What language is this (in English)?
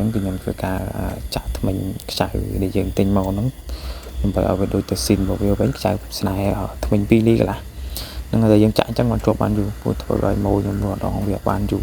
Khmer